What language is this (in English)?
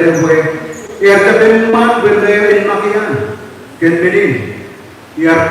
Marshallese